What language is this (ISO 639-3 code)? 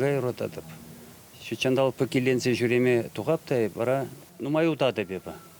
chv